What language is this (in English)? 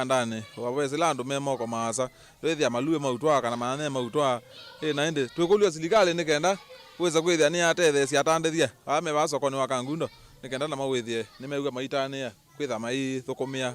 Kamba